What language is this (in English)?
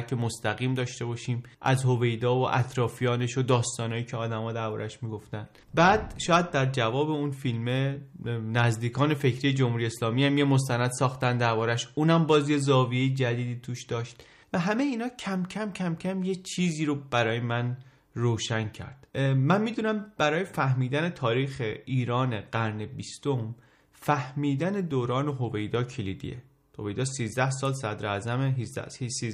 Persian